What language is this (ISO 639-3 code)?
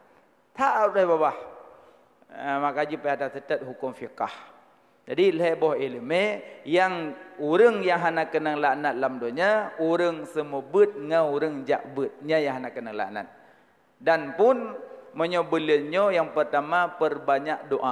ace